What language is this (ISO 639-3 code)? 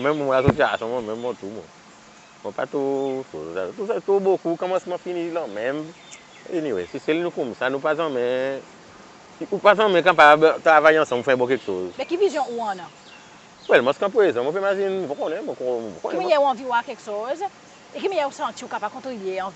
crs